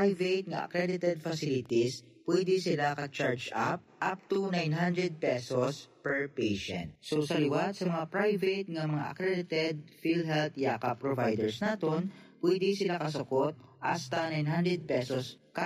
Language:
Hiligaynon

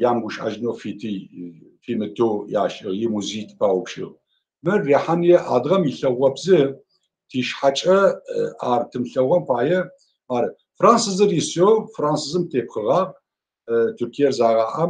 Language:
Adyghe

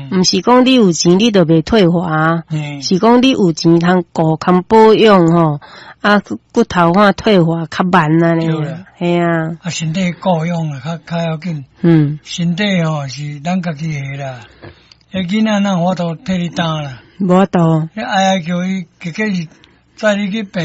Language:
Min Nan Chinese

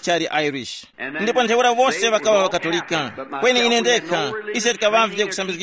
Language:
Tumbuka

